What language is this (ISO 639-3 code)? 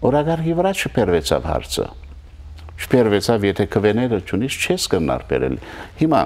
hyw